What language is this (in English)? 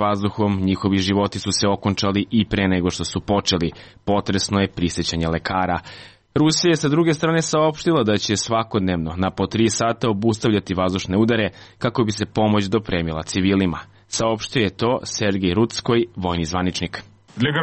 Serbian